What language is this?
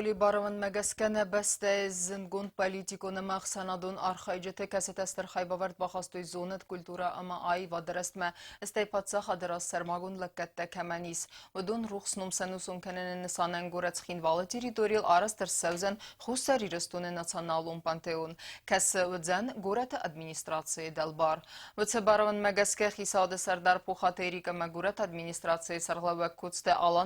Ossetic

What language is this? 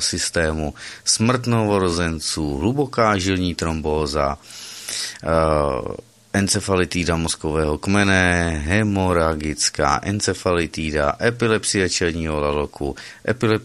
Czech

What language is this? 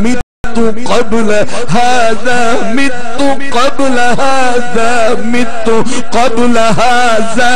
Saraiki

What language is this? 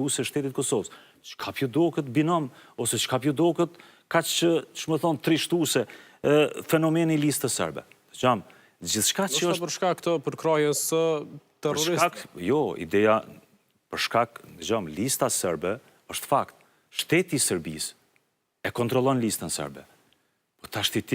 Albanian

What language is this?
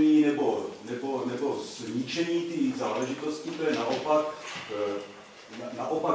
Czech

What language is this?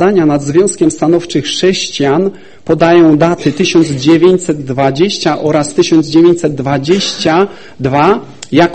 Polish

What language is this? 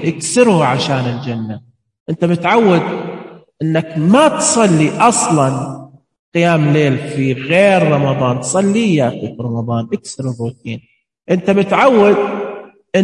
Najdi Arabic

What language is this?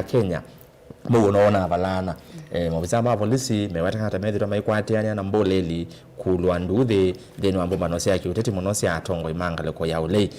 Kamba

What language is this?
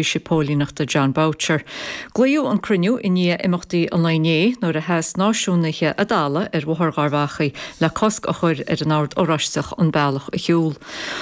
Irish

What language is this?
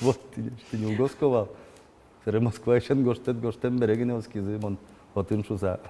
Udmurt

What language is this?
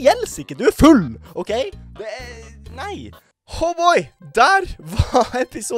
Norwegian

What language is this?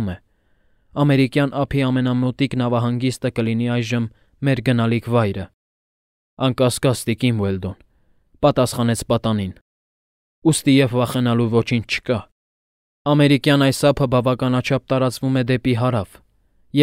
Armenian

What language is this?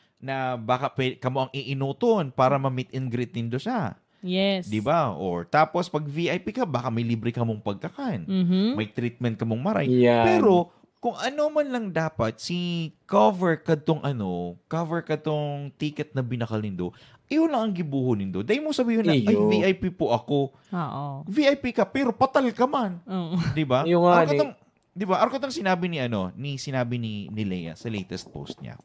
Bikol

